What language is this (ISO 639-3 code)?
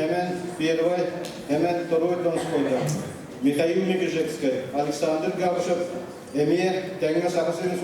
sah